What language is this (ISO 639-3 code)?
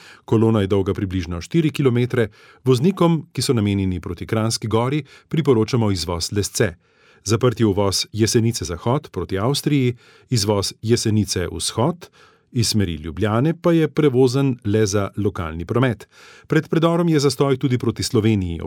slv